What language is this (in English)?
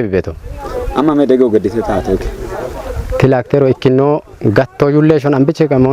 Kafa